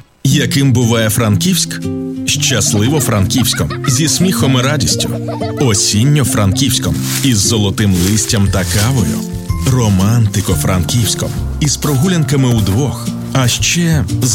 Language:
Ukrainian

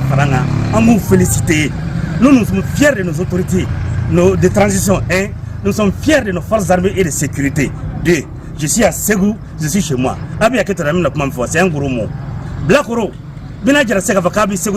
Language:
Bambara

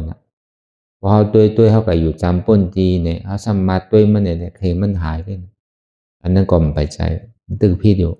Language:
Shan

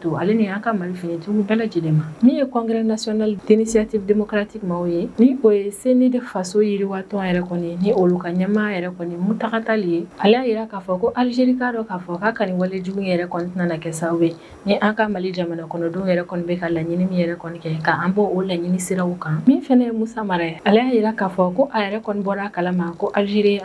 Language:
Bambara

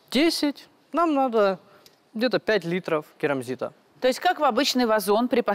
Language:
Russian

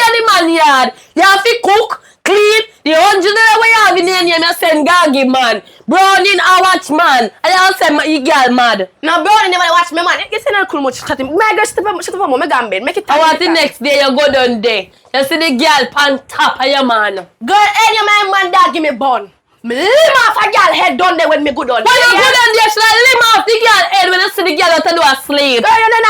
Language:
Jamaican Creole English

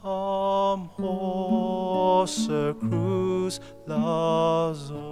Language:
Angami Naga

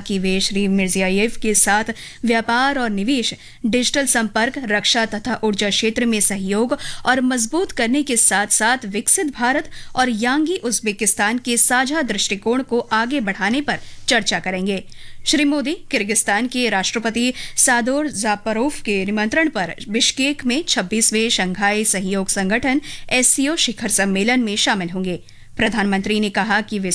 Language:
Hindi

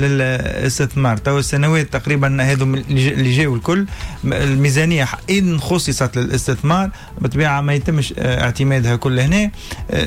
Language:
Tunisian Arabic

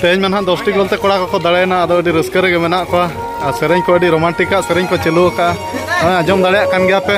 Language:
Santali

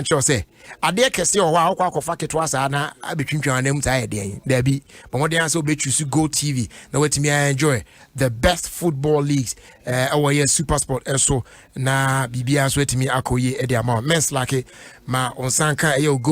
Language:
Akan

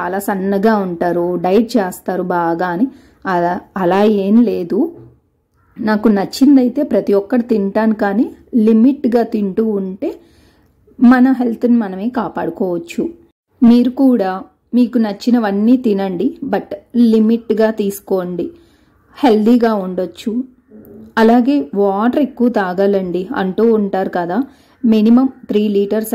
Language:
Telugu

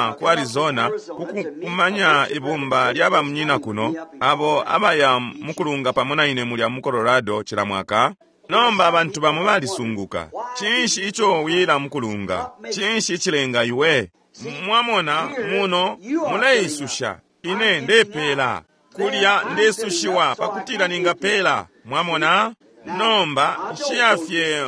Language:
Bemba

